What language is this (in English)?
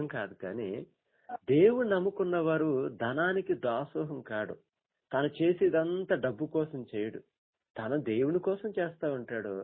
Telugu